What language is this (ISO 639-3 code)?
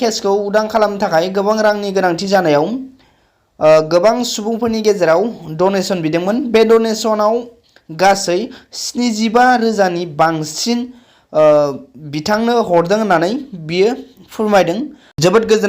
brx